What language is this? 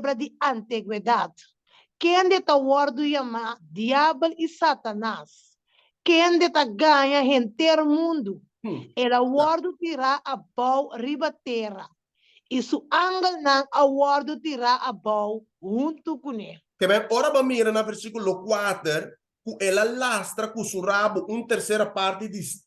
Papiamento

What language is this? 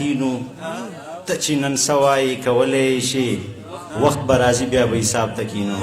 Pashto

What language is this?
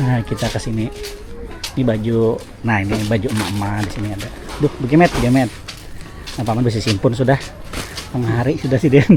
Banjar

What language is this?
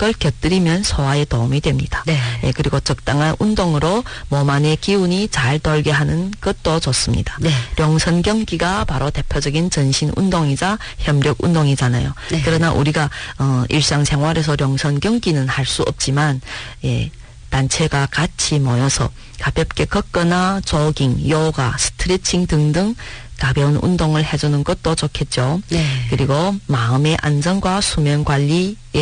Korean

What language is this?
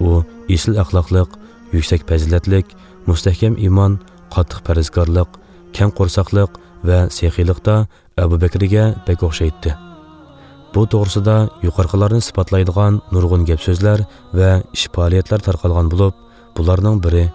Uyghur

